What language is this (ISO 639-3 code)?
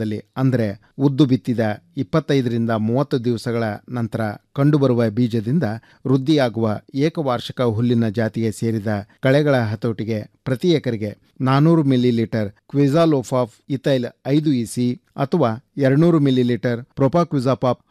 kan